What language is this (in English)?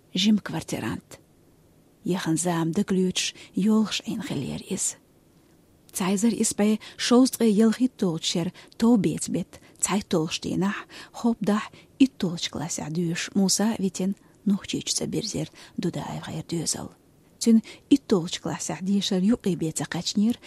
Chechen